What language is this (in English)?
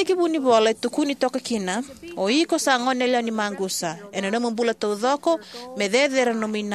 Fijian